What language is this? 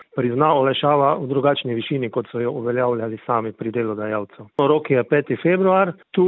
Slovenian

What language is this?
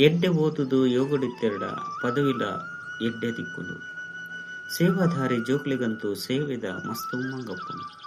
Tulu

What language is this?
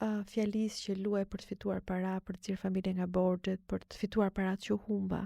Albanian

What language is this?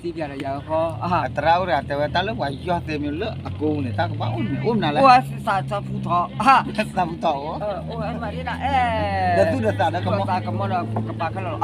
S'gaw Karen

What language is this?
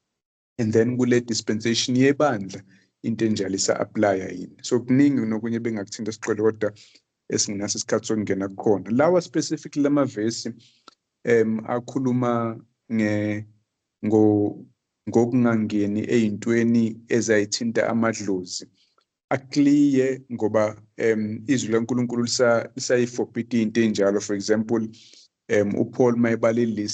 Zulu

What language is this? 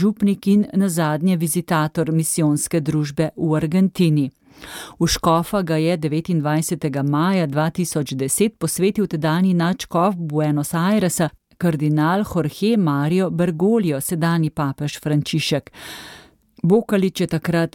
Slovenian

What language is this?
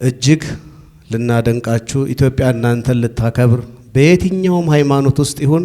Amharic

